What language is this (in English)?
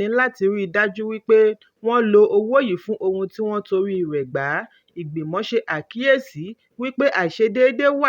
Yoruba